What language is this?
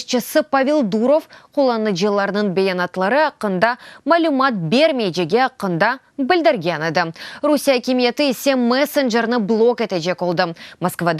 Crimean Tatar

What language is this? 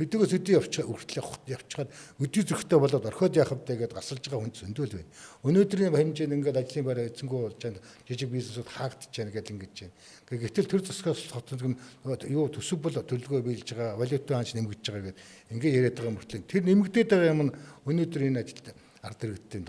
Mongolian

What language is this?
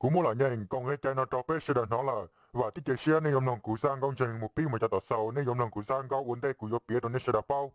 Hmong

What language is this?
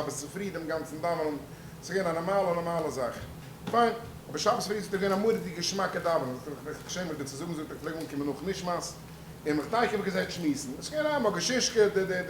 Yiddish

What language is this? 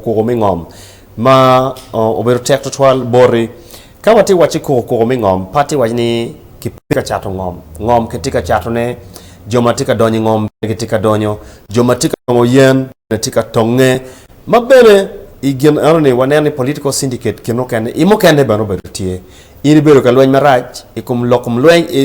Acoli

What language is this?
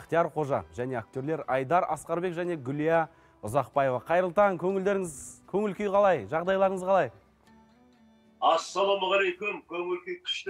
Kazakh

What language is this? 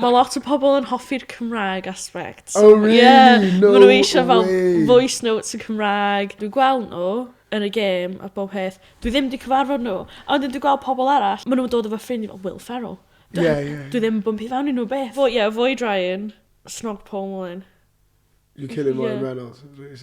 Welsh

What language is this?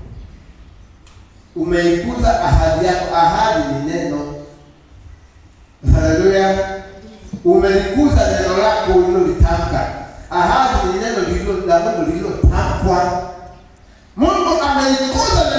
Swahili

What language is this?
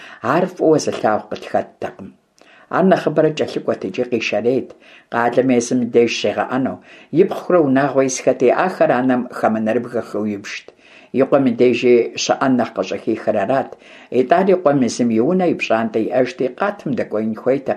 Kabardian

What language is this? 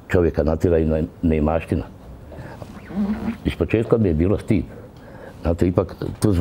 Bosnian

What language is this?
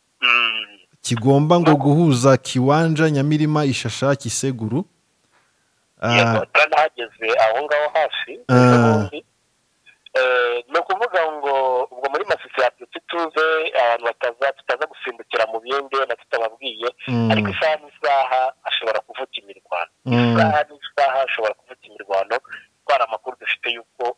Kinyarwanda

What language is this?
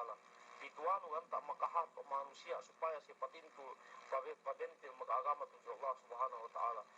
Yakan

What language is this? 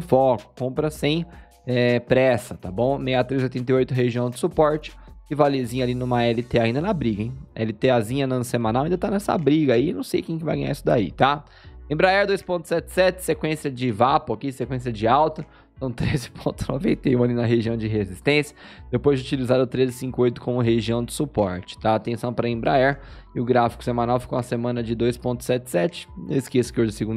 Portuguese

